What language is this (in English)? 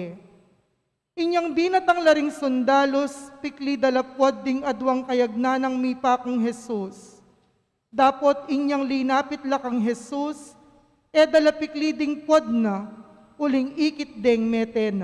Pampanga